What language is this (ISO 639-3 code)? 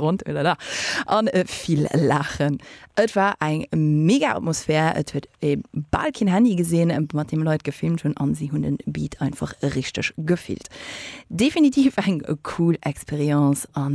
ltz